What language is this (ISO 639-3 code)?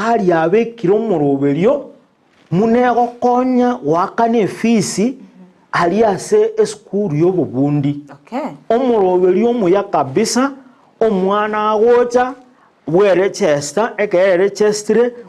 guz